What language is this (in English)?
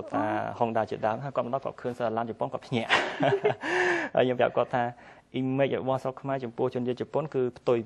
Khmer